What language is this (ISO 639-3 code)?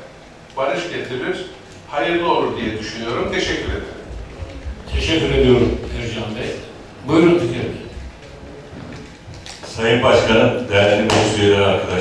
tur